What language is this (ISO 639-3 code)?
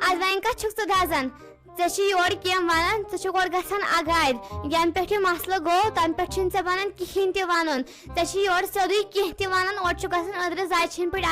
kas